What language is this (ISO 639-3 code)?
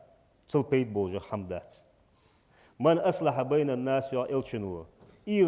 inh